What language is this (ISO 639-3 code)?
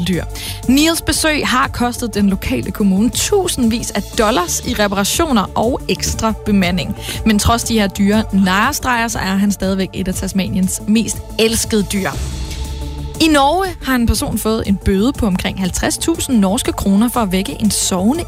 dan